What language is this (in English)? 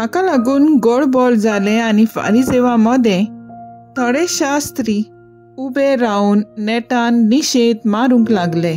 Konkani